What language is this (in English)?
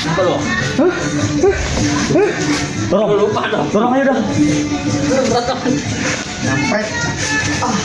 Betawi